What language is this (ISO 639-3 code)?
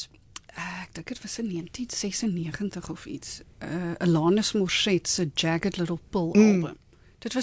afr